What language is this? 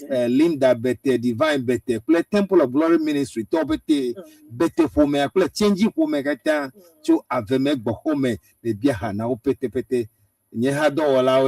Ewe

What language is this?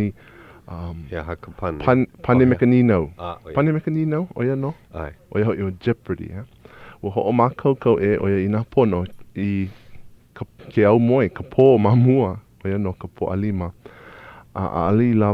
Hawaiian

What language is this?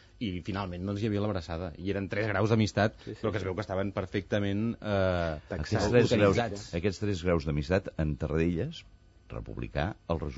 Catalan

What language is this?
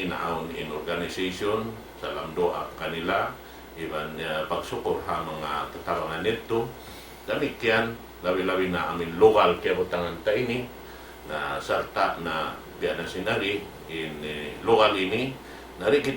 Tausug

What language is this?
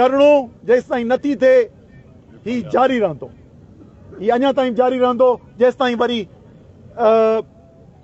Sindhi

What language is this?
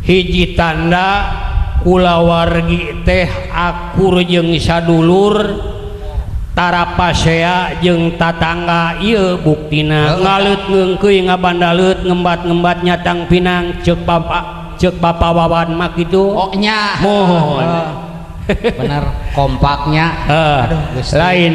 Sundanese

